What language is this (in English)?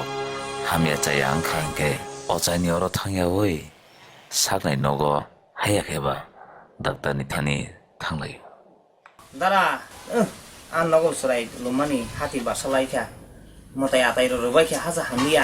Kok Borok